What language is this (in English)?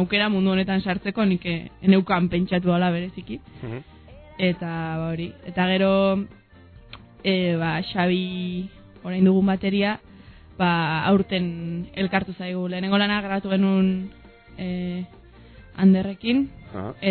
Basque